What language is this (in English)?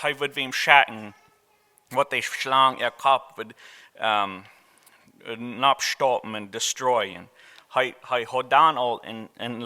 Plautdietsch